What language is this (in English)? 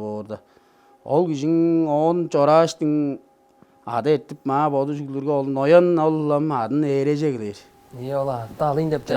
Tuvinian